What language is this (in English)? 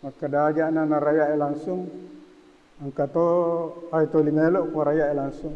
Buginese